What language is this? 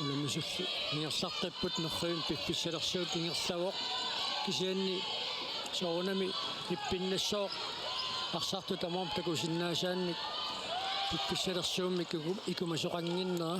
Kalaallisut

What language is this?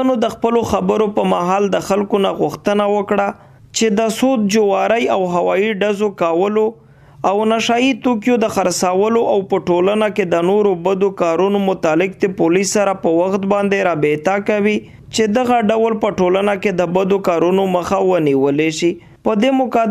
Pashto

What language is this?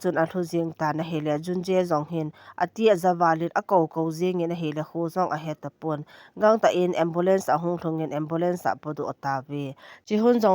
Thado Chin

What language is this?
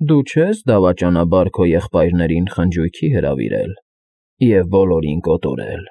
Armenian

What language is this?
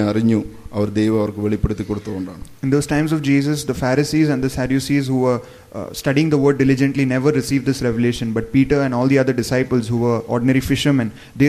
Malayalam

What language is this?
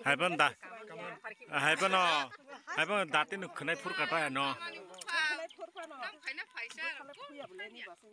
Kok Borok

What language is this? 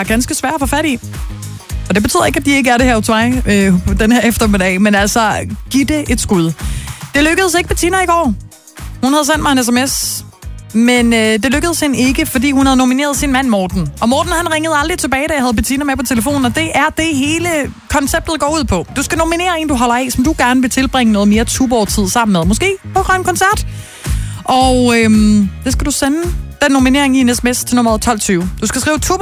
Danish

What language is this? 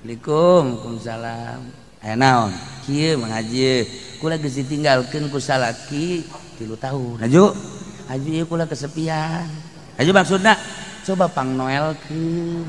Sundanese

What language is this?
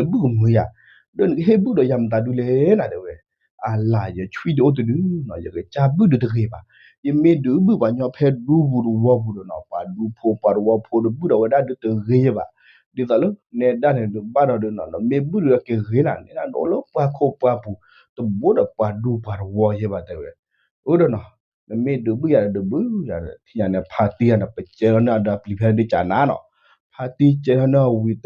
S'gaw Karen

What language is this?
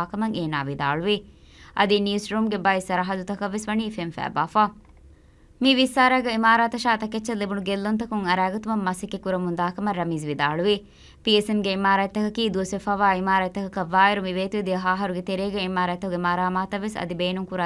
Divehi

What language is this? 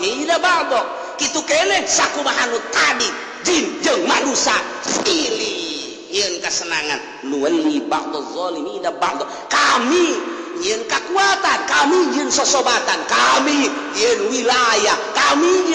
Sundanese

